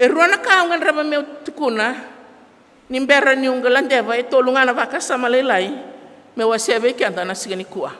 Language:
Fijian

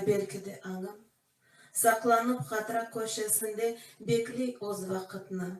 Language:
Crimean Tatar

